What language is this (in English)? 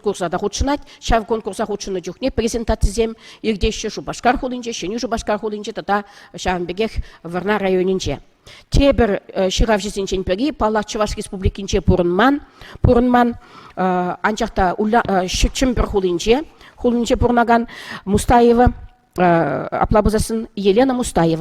Chuvash